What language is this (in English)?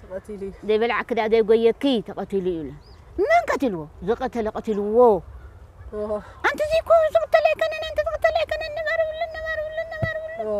Tigrinya